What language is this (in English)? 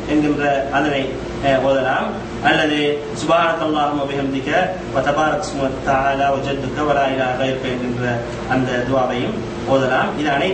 Tamil